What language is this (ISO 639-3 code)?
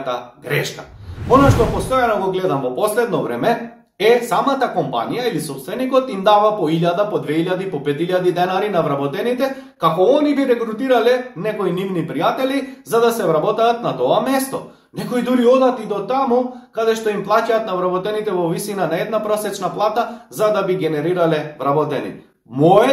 mkd